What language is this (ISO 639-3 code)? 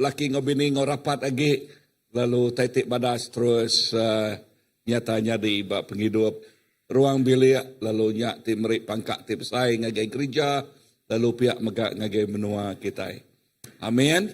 iba